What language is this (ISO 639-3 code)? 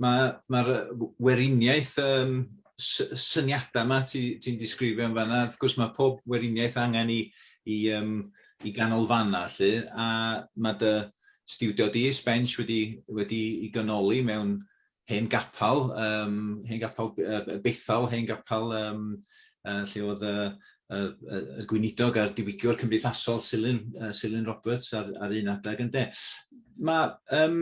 cym